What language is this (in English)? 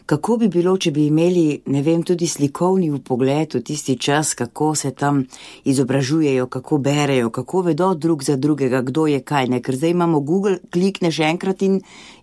Slovenian